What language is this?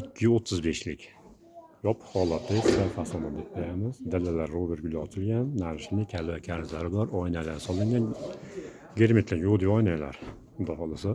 Uzbek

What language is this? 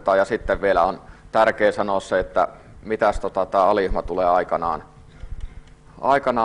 Finnish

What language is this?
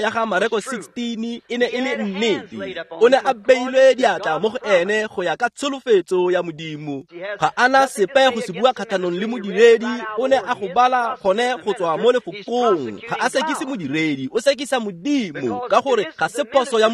Tswana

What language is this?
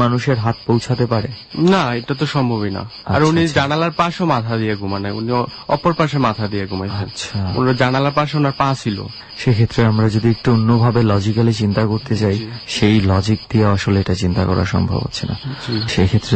Bangla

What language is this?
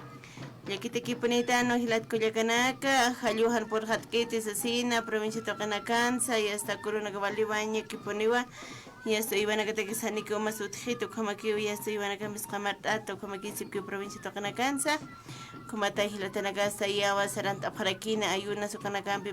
Aymara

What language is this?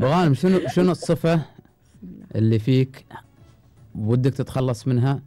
Gulf Arabic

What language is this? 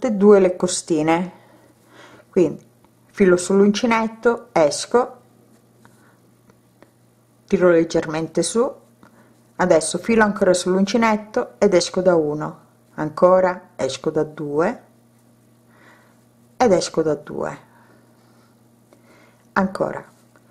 Italian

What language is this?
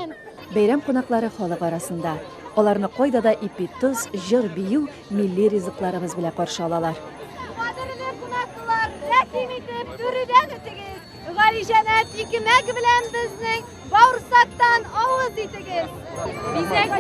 Tatar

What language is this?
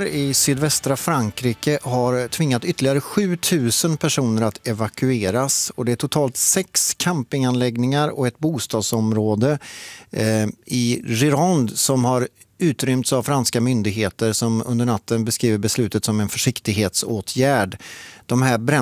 Swedish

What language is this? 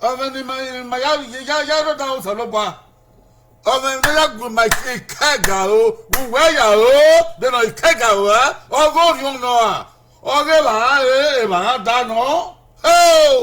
Bini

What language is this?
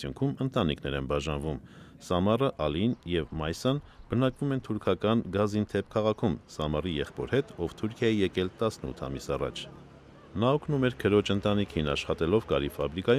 Armenian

